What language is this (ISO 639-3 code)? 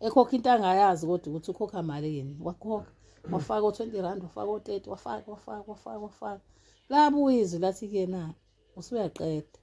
zul